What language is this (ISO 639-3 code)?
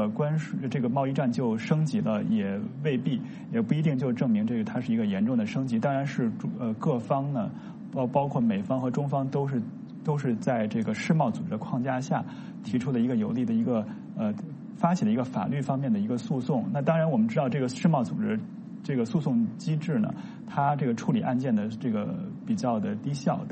zho